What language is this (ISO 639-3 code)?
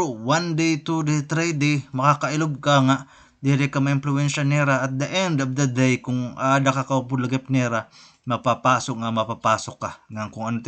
war